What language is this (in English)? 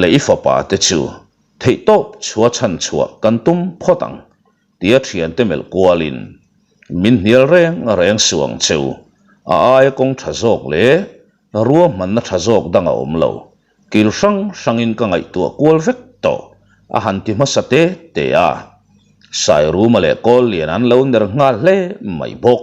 Mizo